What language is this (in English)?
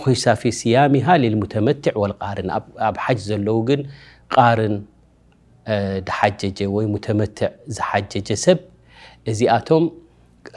Tigrinya